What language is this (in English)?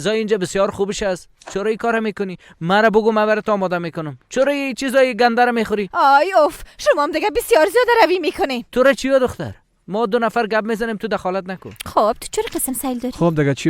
Persian